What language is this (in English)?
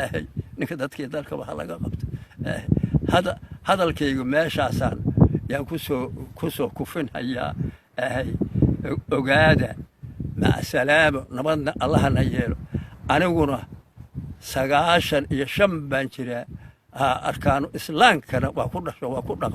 Somali